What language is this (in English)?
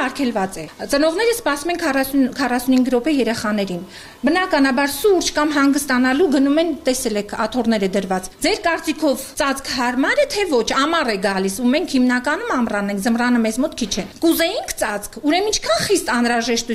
Armenian